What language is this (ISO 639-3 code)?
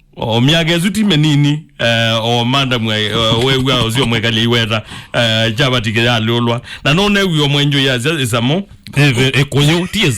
kam